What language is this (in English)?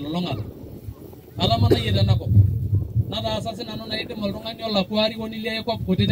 Masai